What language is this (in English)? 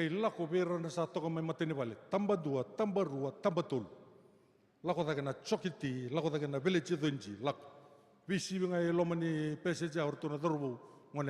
Fijian